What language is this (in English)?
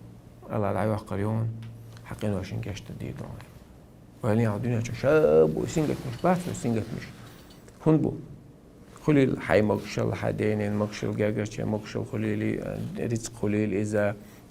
Chechen